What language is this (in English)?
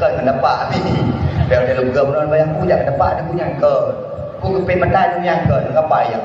Achinese